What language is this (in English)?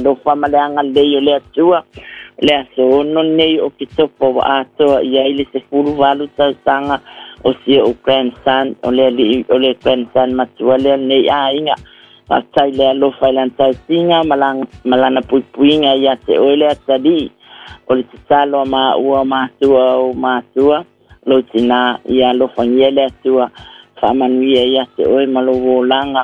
Samoan